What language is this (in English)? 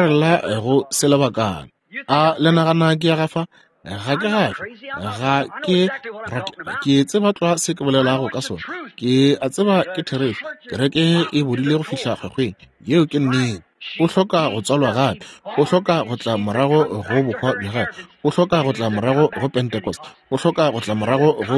Northern Sotho